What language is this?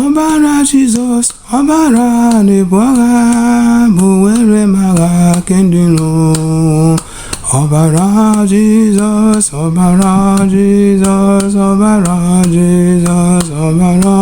Igbo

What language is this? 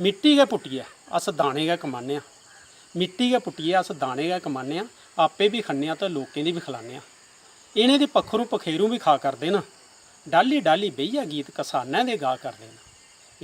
Dogri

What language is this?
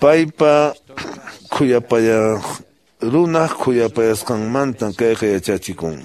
Quechua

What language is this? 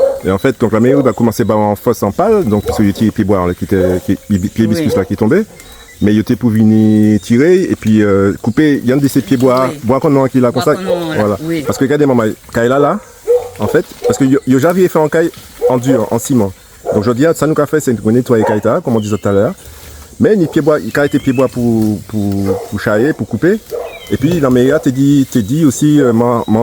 Guadeloupean Creole French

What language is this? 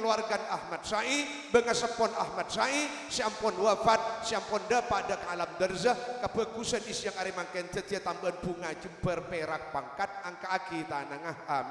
Madurese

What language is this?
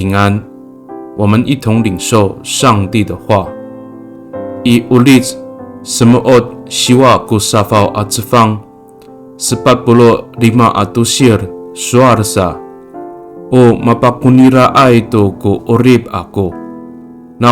Amis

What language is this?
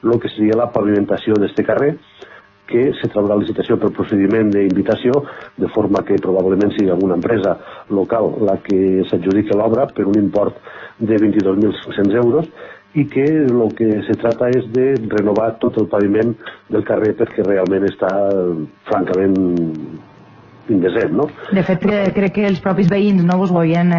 Catalan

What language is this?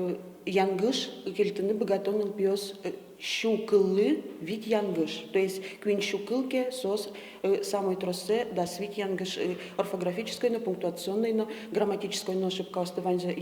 Udmurt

